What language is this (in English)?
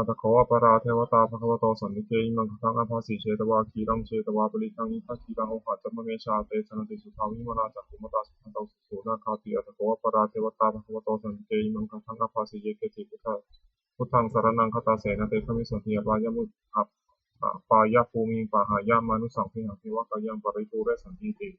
Pali